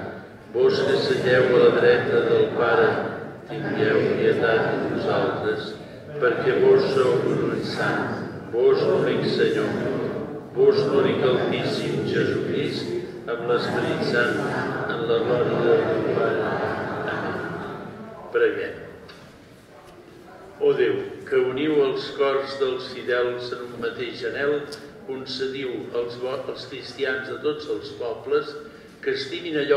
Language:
Catalan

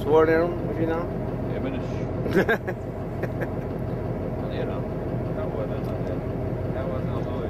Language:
Faroese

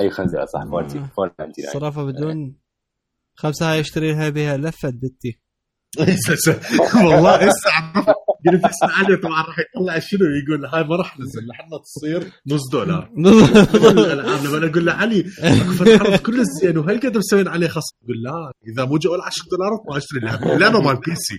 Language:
Mesopotamian Arabic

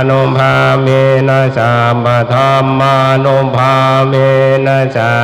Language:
Pali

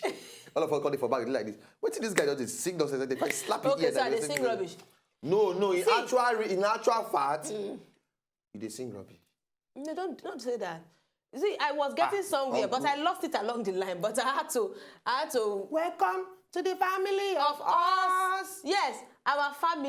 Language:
Nigerian Pidgin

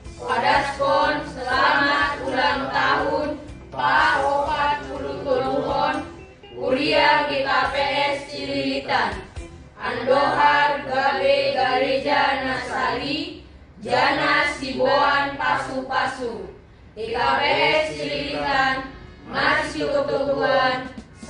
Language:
Batak Simalungun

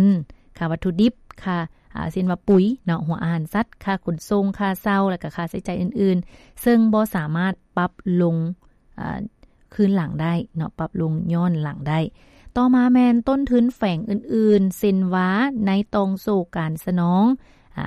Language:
Lao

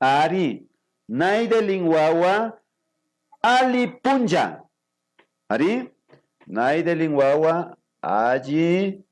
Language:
Imbabura Highland Quichua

